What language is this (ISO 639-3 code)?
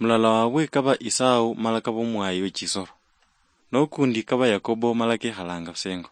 luy